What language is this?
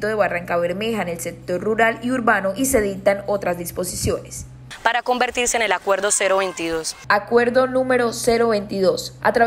Spanish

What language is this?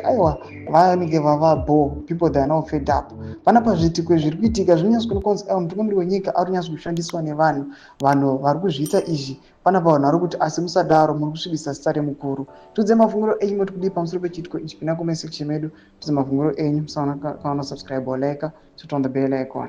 Shona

